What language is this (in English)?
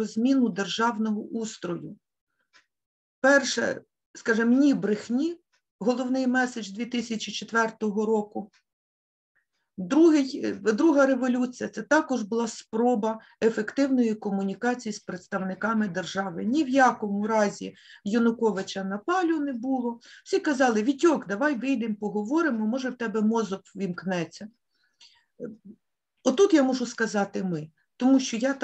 Ukrainian